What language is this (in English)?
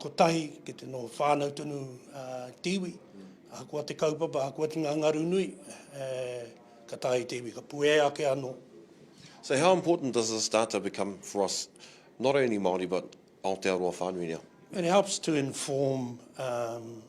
Māori